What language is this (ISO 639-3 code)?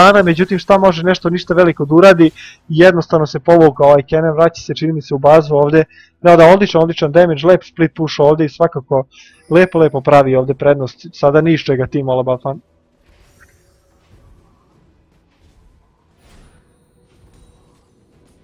srp